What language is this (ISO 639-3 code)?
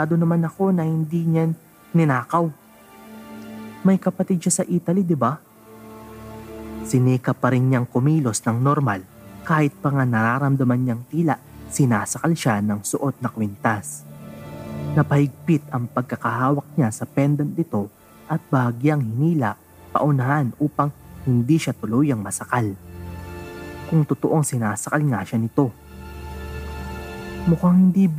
fil